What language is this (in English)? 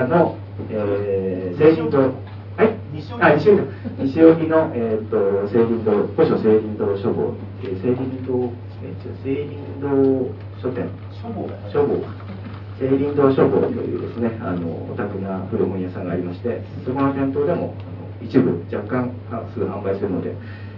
Japanese